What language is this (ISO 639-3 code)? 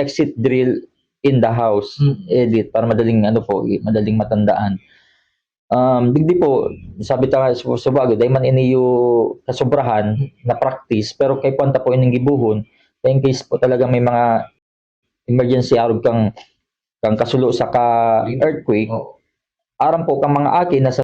bik